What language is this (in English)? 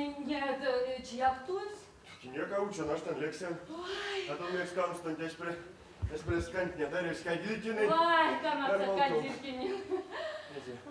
Erzya